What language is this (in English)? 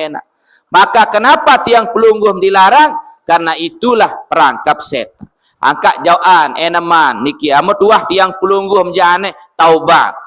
Sasak